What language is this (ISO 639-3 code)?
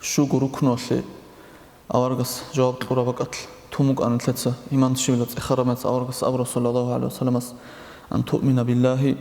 ava